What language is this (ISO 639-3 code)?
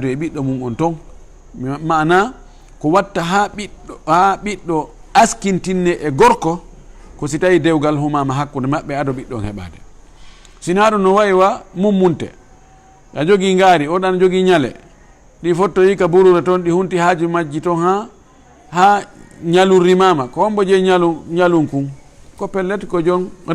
ful